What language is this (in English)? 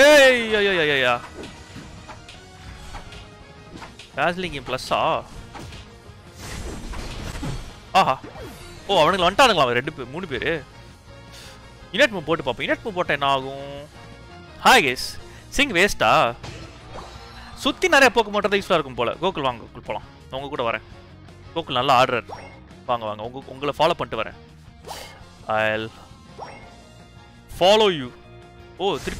Tamil